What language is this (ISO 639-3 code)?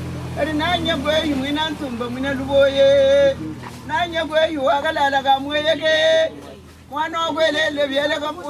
lua